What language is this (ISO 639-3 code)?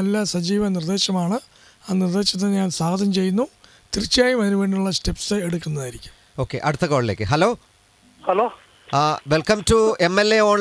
mal